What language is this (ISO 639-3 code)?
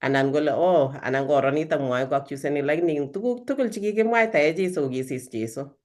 kln